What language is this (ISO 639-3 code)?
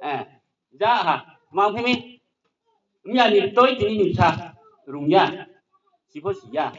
ria